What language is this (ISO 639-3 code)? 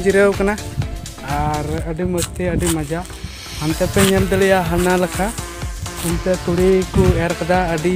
sat